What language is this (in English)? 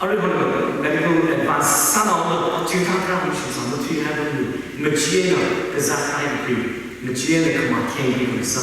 Tangkhul Naga (India)